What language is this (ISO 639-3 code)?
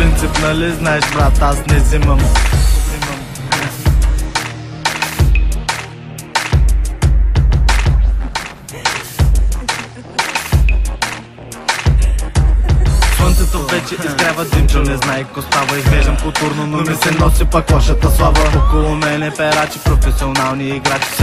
bul